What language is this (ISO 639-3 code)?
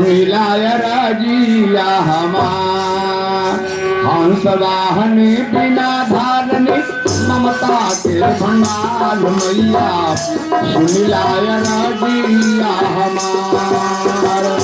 mag